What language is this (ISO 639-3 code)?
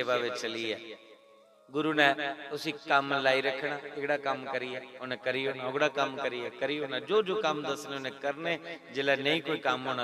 doi